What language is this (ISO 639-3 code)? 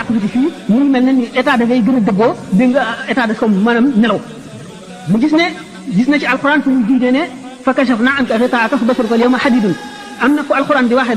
wol